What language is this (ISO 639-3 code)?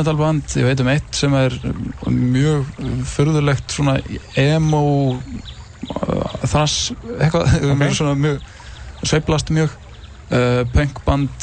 isl